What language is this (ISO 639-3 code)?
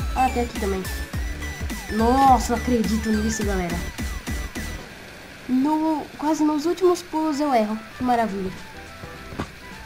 por